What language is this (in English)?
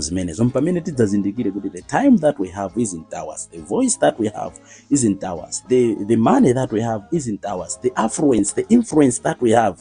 Nyanja